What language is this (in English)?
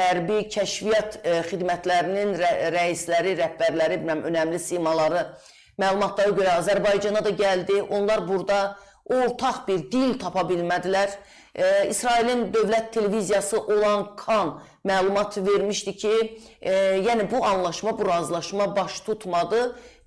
Azerbaijani